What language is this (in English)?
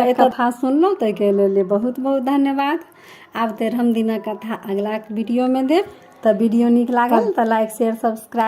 Maithili